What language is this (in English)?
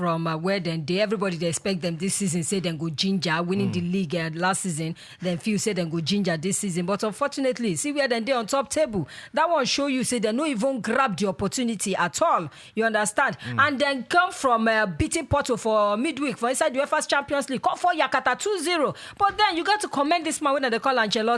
Nigerian Pidgin